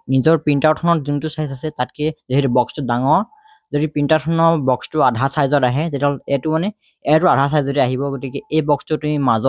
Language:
Assamese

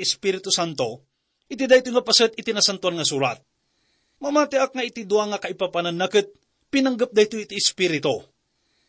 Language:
Iloko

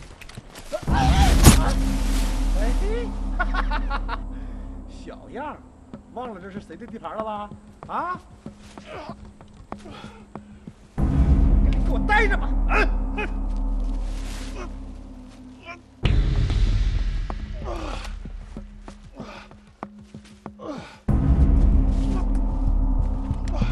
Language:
Chinese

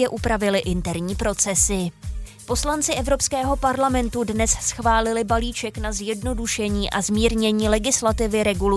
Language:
Czech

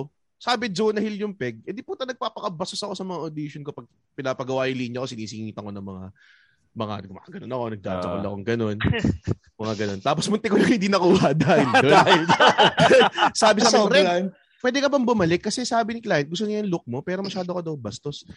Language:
Filipino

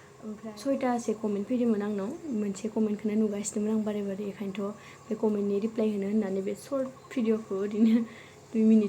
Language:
Bodo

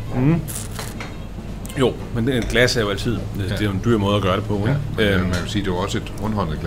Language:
Danish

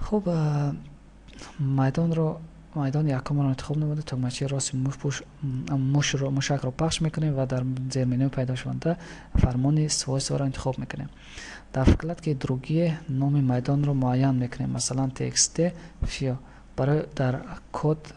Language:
Tajik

